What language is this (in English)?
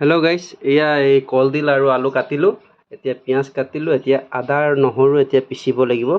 Assamese